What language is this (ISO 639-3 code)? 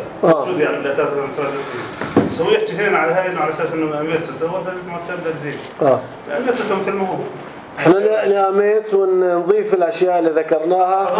apc